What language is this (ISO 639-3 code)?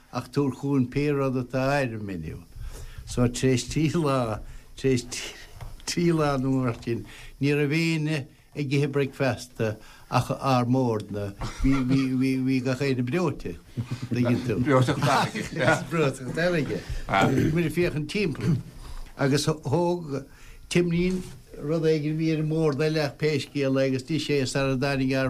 gle